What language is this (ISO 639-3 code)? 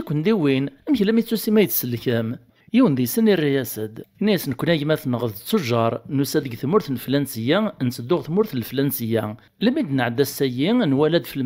kab